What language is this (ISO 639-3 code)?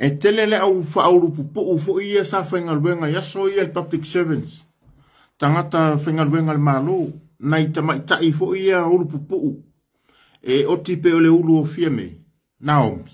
smo